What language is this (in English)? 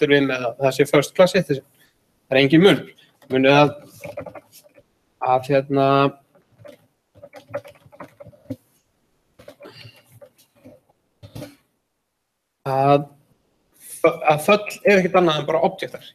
Icelandic